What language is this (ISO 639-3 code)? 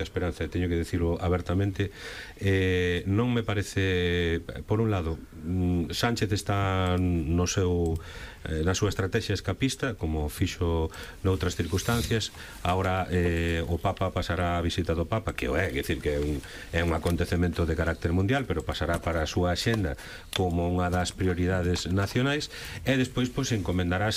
glg